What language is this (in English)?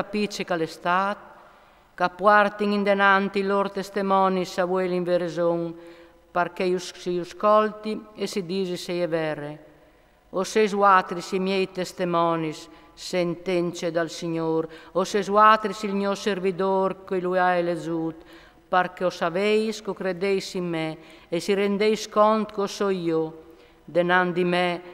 Friulian